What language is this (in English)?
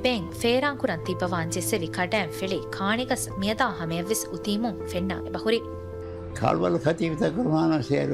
Divehi